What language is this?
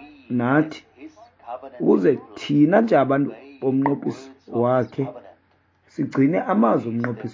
Xhosa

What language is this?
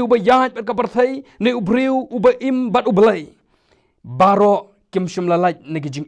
Khasi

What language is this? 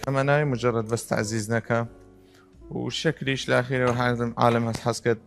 Southern Kurdish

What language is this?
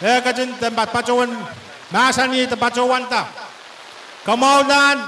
Pohnpeian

